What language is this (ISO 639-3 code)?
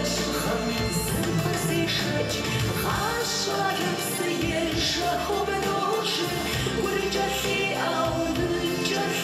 kbd